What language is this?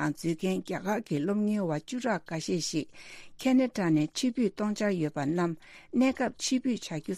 Tibetan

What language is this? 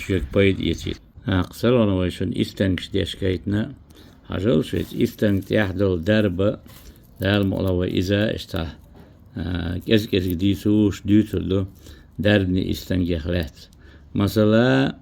Chechen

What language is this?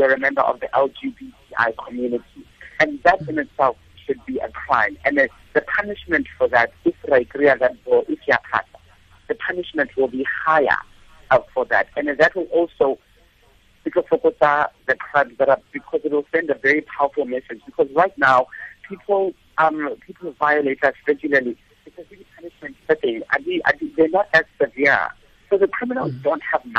Tswana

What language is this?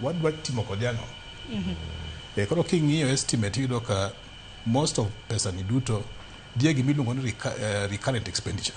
Luo (Kenya and Tanzania)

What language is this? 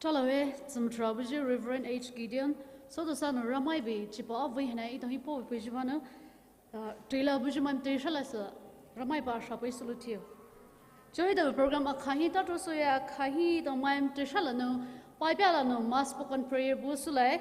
Poumei Naga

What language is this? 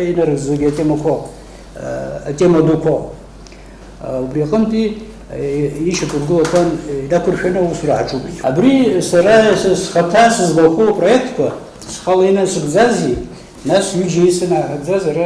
Abkhazian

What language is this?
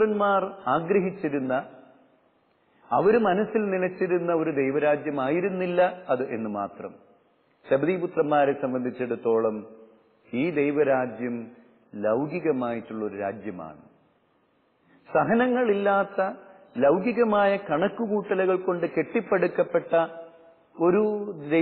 Malayalam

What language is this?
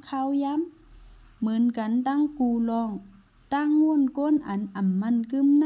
Shan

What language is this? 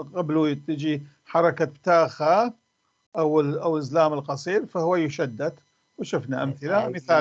North Levantine Arabic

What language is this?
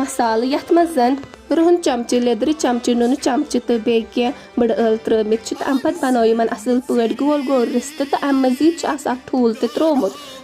Kashmiri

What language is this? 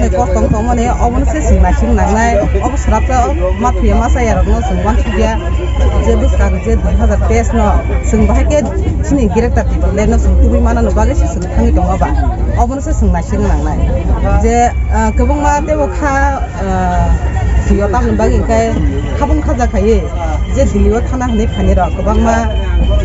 Kok Borok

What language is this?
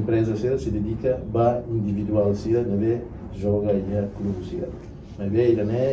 Tetum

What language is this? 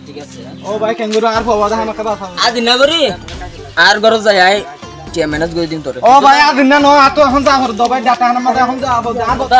Rohingya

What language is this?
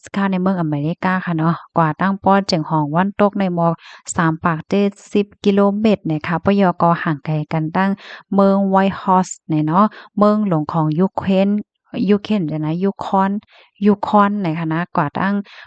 Shan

